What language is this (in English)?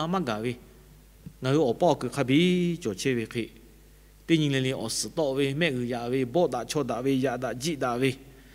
Lahu